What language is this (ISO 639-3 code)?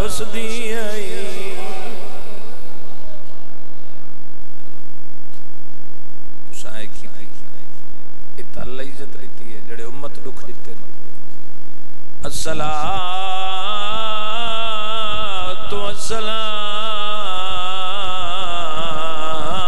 urd